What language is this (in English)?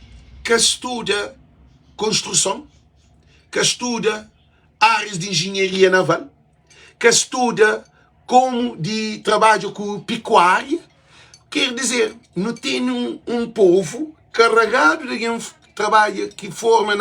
Kabuverdianu